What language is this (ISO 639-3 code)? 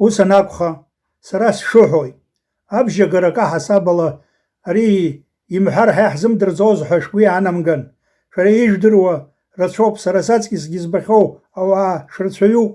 abk